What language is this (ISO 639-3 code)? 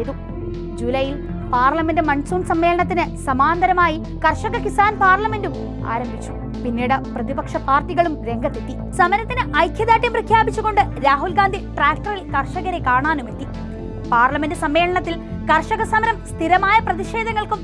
mal